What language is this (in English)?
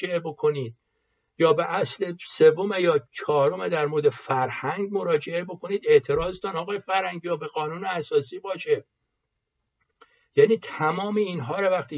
Persian